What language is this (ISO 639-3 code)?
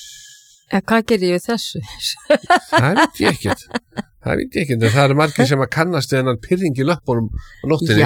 isl